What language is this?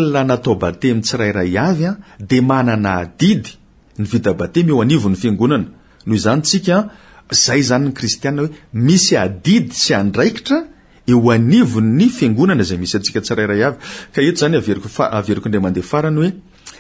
Malagasy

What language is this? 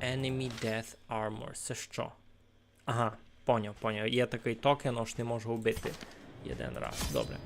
Rusyn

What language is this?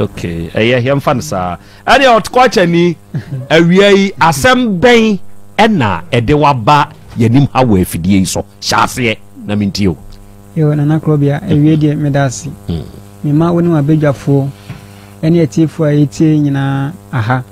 Akan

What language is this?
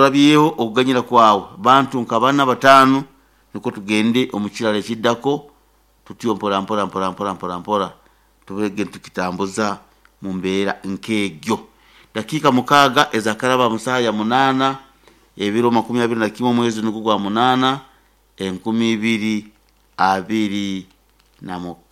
Nyoro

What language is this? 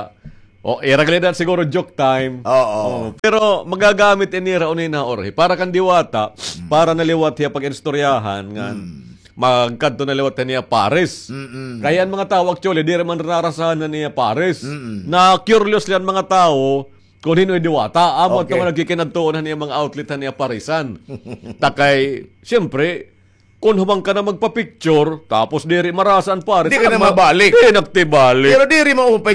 Waray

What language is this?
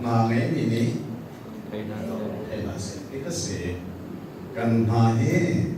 Hakha Chin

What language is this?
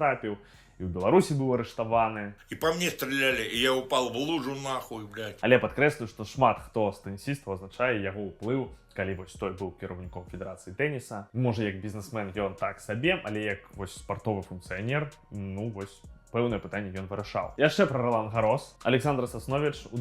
Belarusian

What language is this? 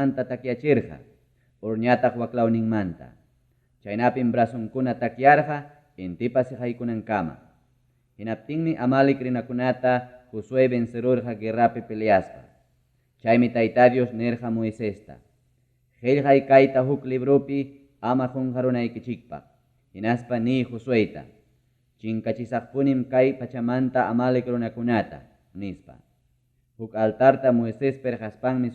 Ayacucho Quechua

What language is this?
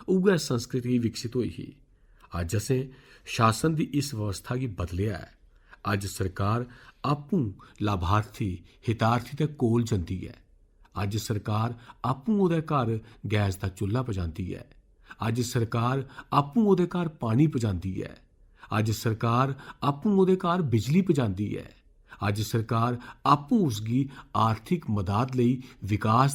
Dogri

